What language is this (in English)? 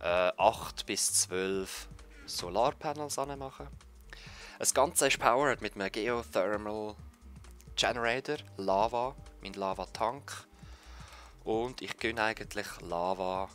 Swiss German